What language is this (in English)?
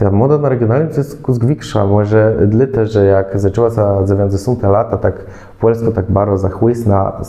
Kashubian